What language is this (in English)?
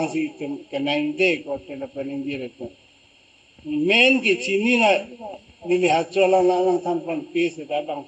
Karbi